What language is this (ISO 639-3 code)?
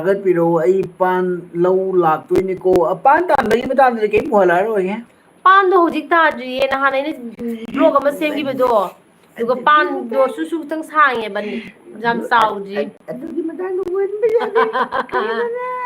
mni